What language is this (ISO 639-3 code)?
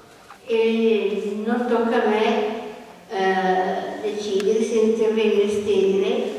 ita